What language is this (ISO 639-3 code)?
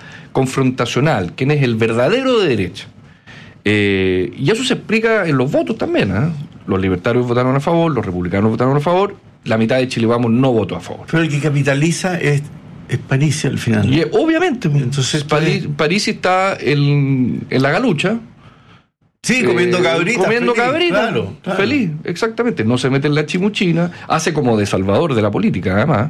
spa